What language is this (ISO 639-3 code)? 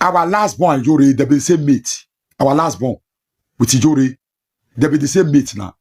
pcm